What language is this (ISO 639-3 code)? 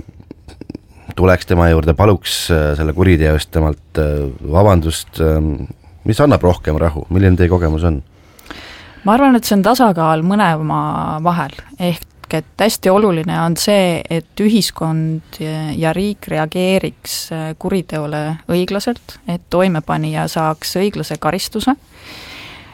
est